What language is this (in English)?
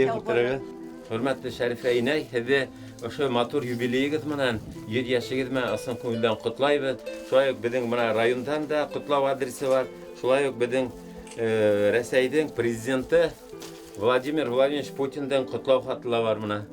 Bashkir